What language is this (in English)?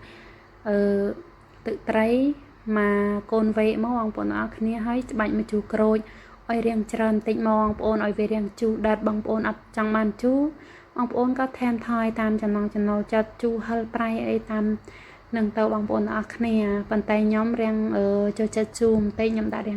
Khmer